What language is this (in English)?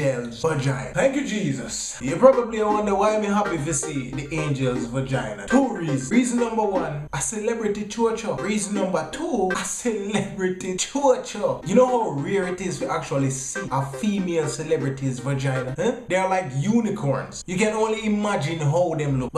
Jamaican Creole English